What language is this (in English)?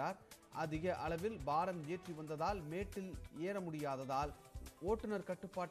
Tamil